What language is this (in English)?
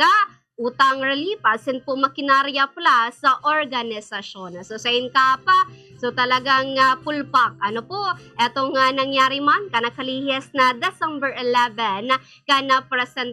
Bikol